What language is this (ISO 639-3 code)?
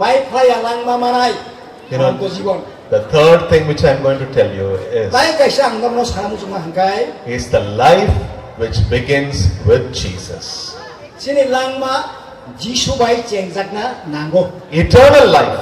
trp